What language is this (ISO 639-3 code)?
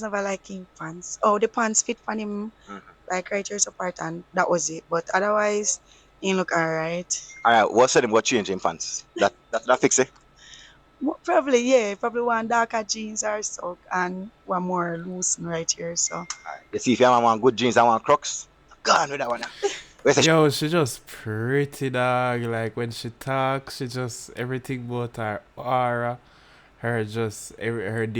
jam